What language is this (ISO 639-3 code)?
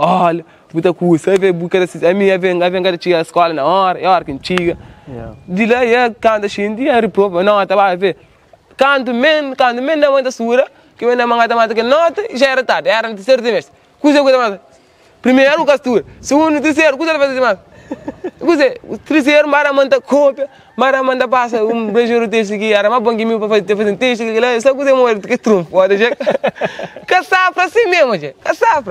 kea